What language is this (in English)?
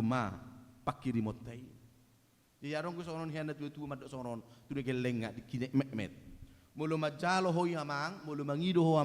Batak Toba